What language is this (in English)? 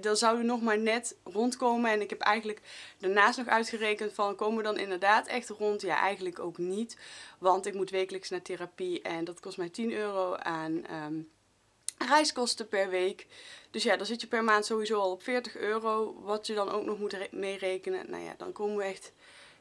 Dutch